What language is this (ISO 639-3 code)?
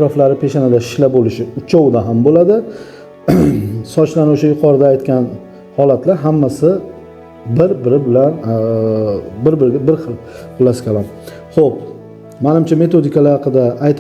uzb